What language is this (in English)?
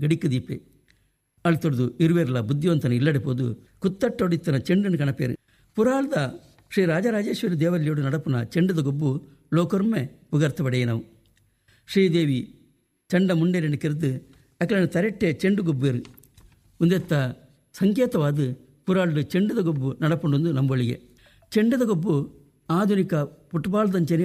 Tulu